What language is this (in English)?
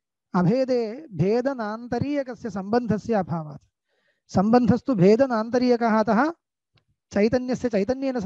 Sanskrit